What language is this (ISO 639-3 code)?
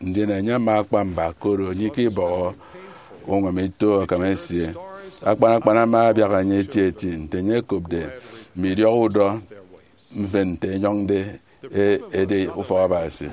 efi